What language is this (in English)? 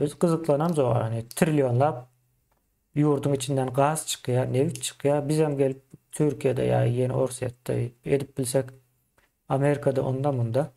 Turkmen